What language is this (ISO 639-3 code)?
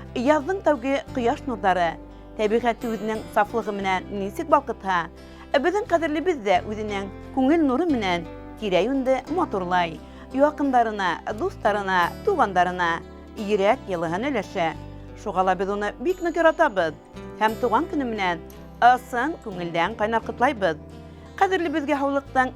bak